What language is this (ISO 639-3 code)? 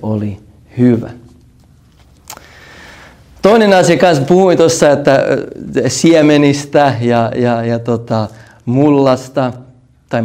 fin